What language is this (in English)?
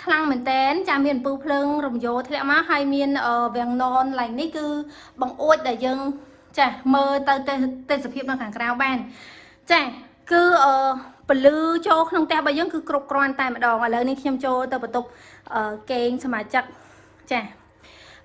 Khmer